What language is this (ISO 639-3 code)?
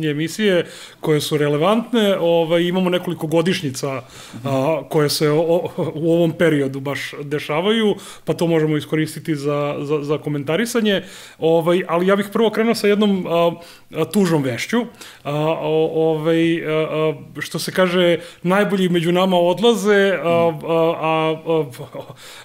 srp